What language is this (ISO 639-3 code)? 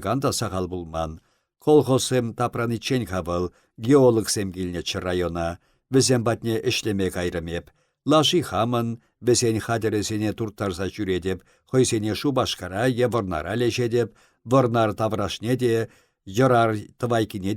chv